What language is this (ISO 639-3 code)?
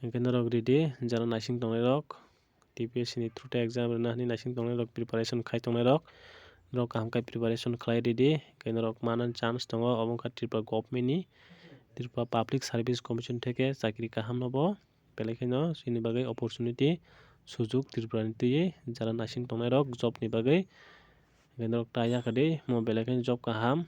trp